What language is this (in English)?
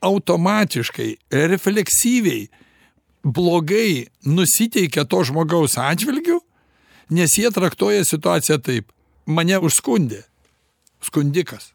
Lithuanian